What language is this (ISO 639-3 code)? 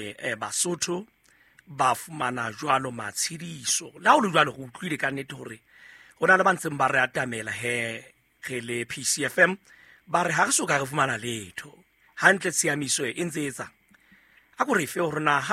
sot